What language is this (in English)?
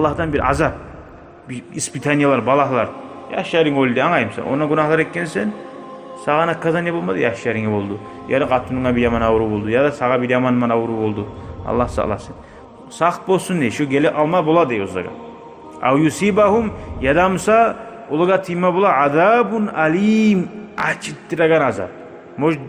Kumyk